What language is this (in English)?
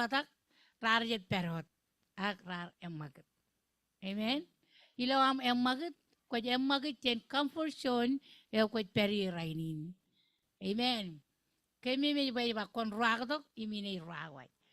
Marshallese